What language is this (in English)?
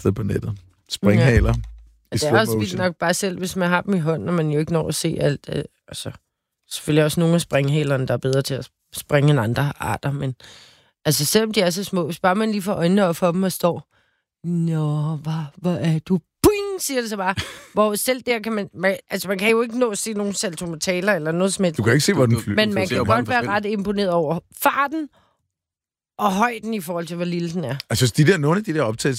Danish